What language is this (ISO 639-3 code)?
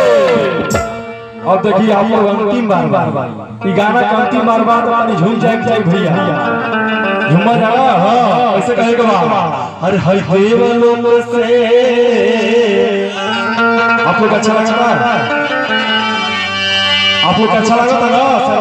bho